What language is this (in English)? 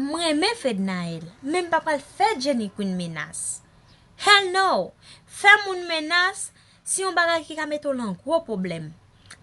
Haitian Creole